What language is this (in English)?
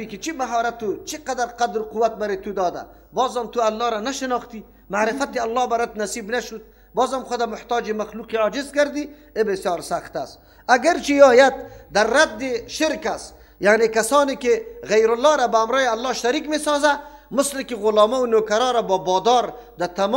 Persian